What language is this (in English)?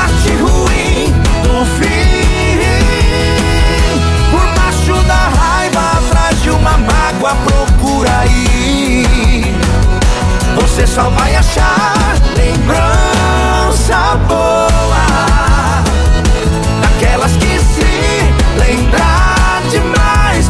Portuguese